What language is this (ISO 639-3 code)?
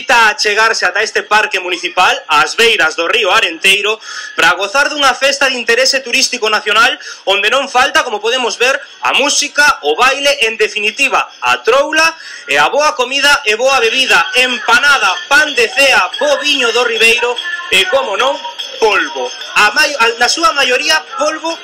glg